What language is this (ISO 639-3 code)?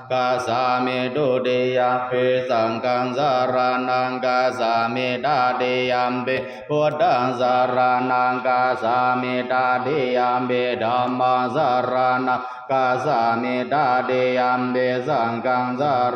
pli